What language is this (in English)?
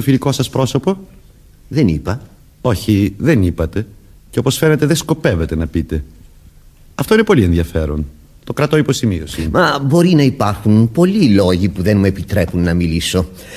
Greek